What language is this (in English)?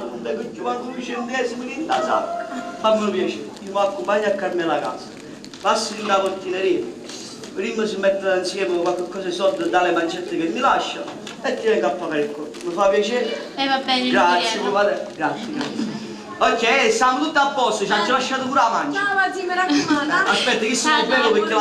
Neapolitan